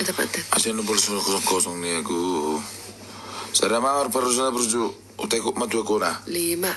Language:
Batak Toba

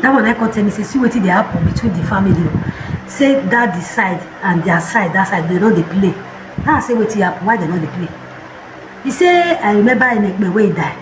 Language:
Nigerian Pidgin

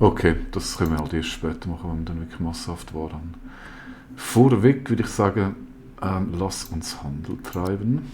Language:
Swiss German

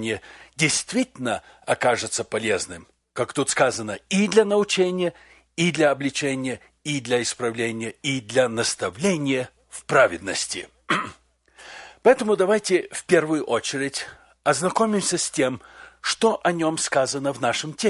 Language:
Russian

